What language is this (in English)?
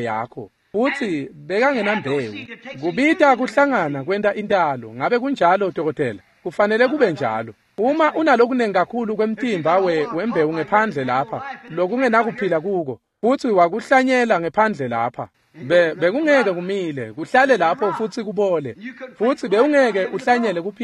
Swati